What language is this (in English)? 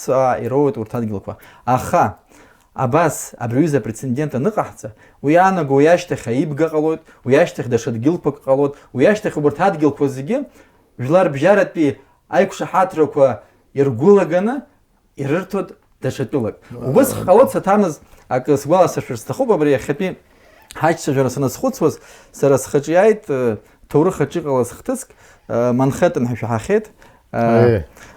Abkhazian